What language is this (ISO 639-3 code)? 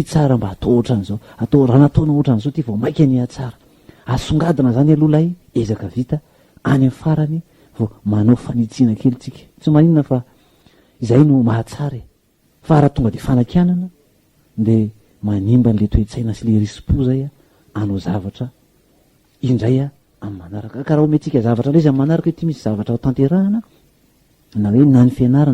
mlg